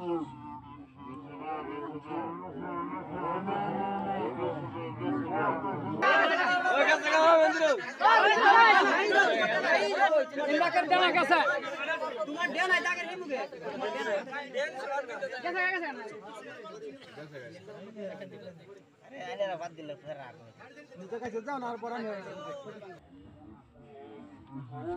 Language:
Bangla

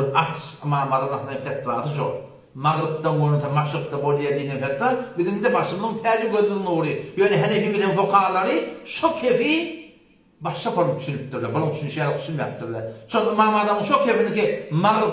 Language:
Turkmen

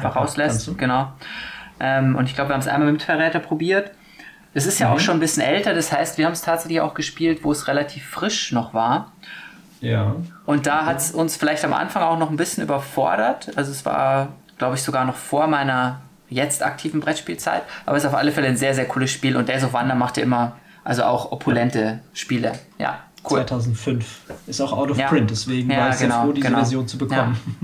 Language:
German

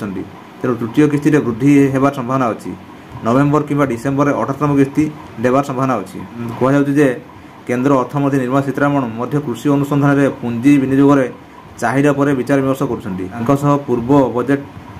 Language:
Odia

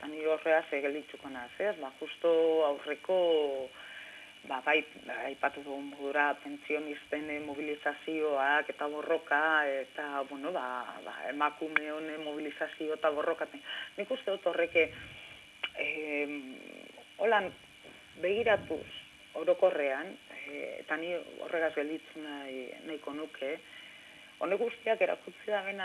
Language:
Basque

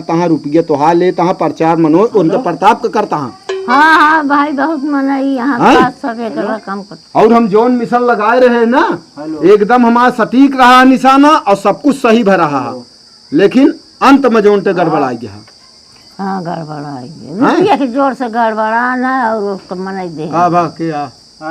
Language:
Awadhi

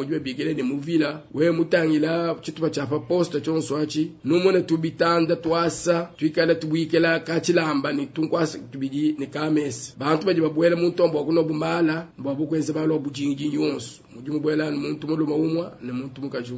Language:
Luba-Lulua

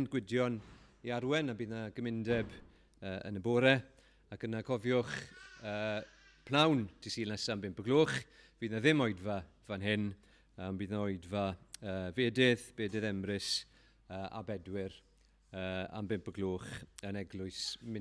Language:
Welsh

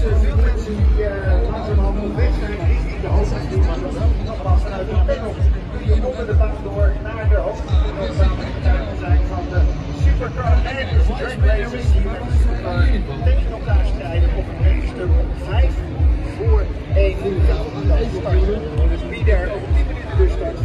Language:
Dutch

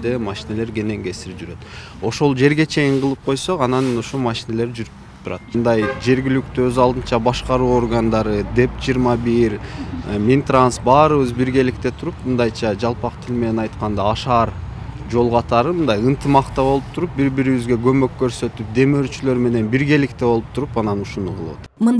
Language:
Kyrgyz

